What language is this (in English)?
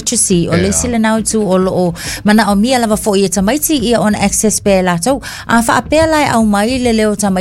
Samoan